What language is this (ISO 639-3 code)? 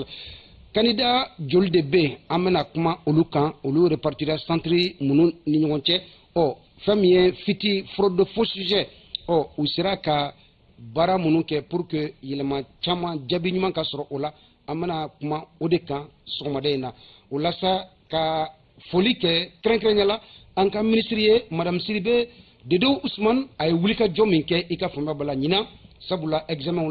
bam